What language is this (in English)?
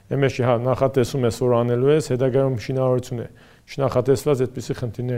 Armenian